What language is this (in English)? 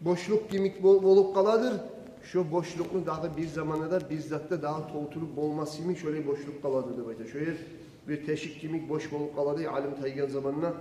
Kumyk